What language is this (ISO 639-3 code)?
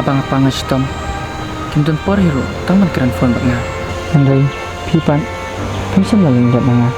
kha